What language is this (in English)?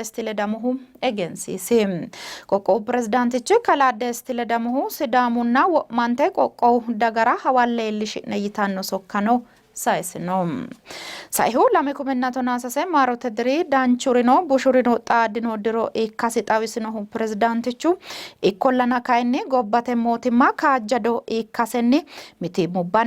Sidamo